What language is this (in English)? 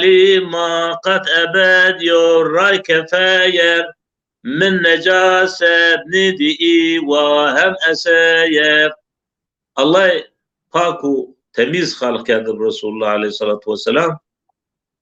Zaza